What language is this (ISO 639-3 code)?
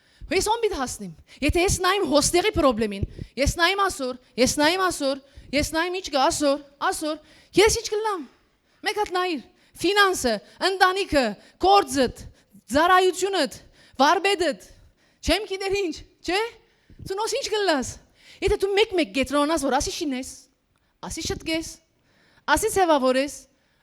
hyw